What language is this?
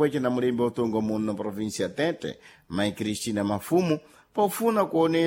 Sena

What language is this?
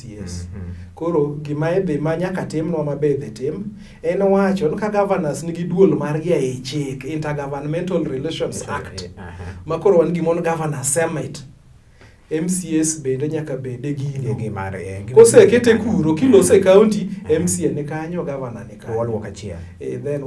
Luo (Kenya and Tanzania)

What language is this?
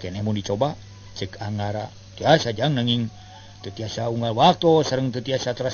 Sundanese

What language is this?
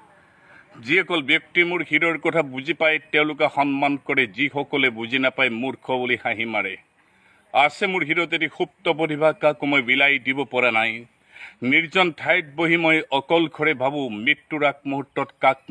Assamese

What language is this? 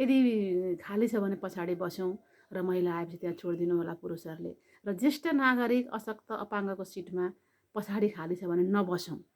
Nepali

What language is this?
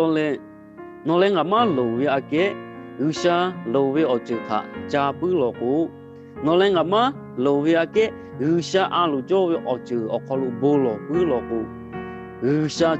Lahu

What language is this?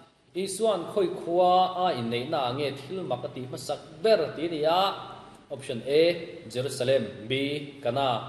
Mizo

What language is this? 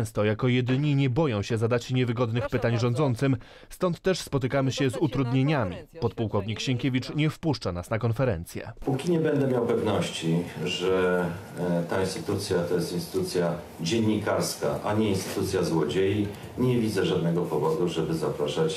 Polish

